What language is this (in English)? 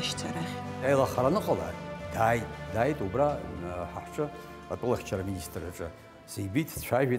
Abkhazian